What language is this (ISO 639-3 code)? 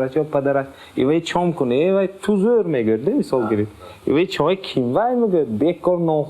tgk